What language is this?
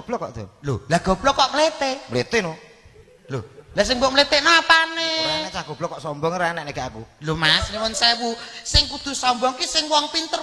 Javanese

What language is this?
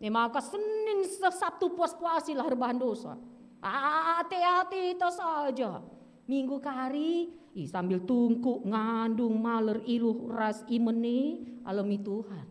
Batak Karo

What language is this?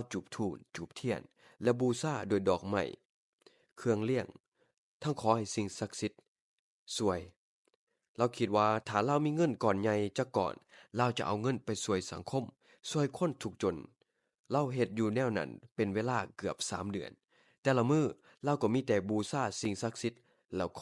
Lao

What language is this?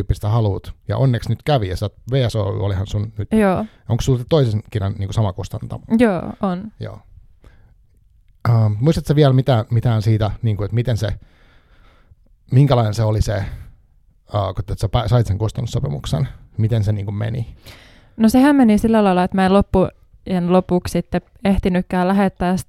Finnish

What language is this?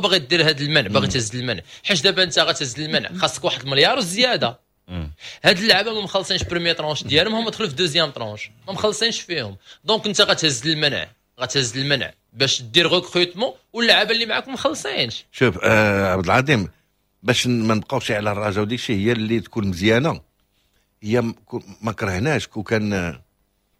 Moroccan Arabic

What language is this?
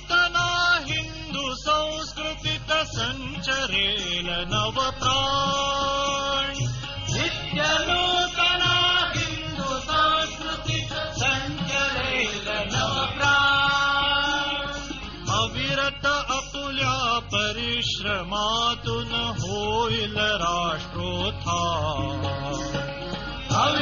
Marathi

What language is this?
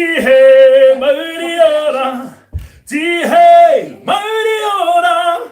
Māori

